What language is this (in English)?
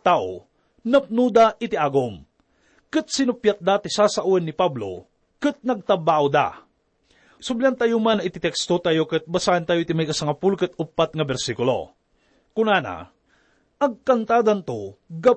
Iloko